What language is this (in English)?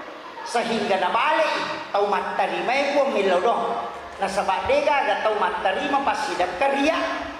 Buginese